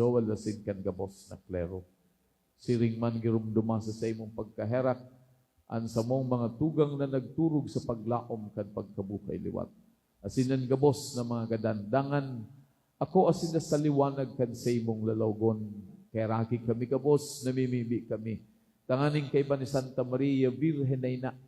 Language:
Bikol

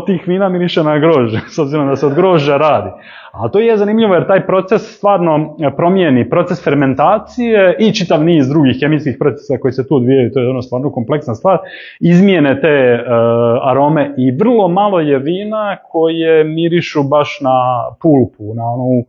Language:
Croatian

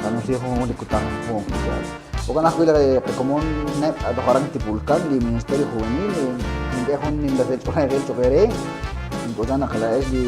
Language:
Kekchí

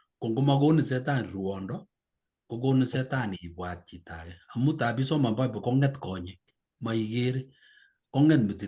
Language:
Kalenjin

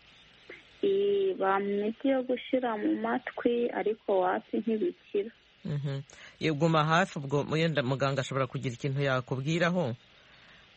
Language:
Kinyarwanda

